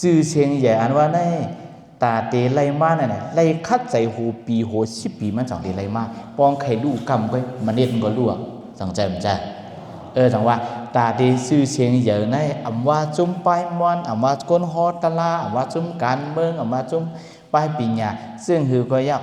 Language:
Shan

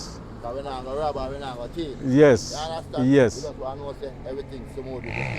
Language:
Jamaican Creole English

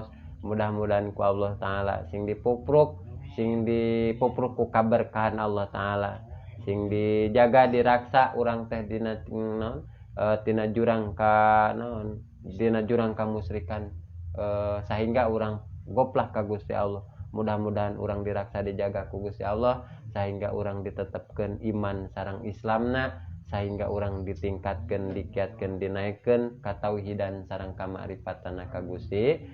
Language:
Sundanese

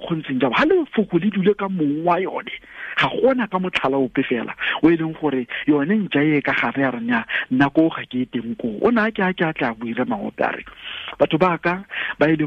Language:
Tswana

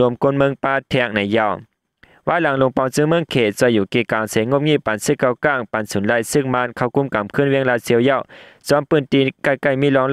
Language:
Shan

